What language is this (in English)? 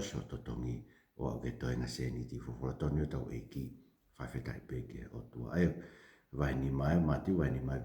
Tongan